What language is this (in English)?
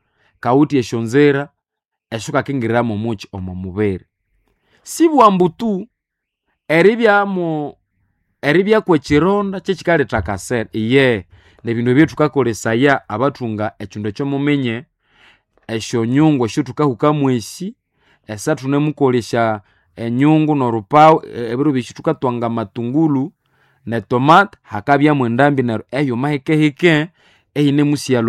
Nande